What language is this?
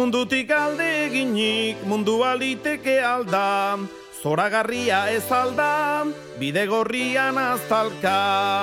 Basque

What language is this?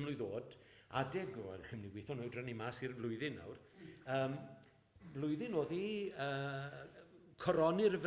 Welsh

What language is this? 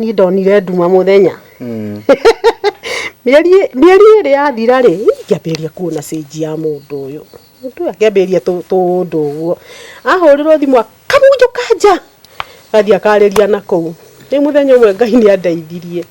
Kikuyu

